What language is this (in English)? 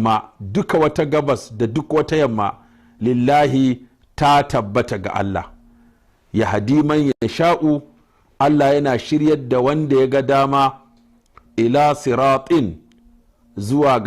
Hausa